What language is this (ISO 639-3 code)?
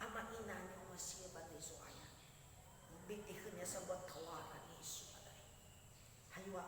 nia